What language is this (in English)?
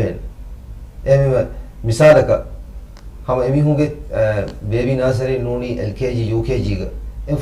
Divehi